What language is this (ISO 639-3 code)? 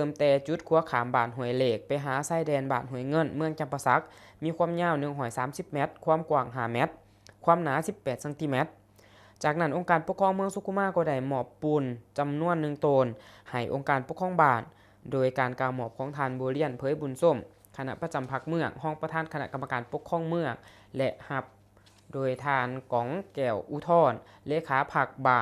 lao